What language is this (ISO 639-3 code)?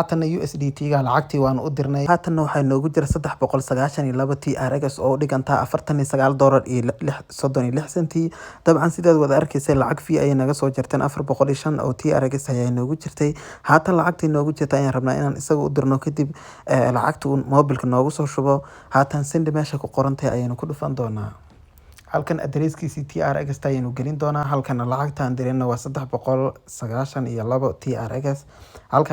som